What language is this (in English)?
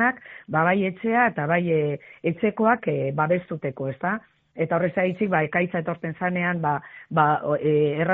Basque